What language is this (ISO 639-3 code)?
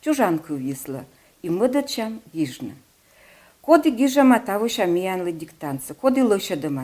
kom